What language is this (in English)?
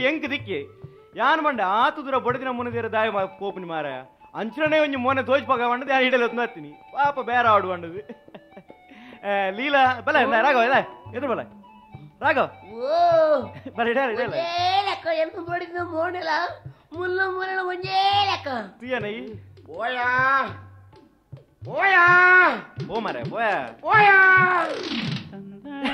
Tulu